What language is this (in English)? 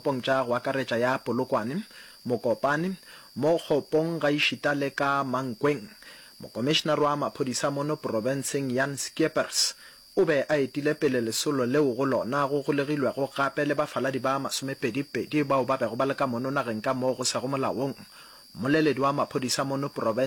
Northern Sotho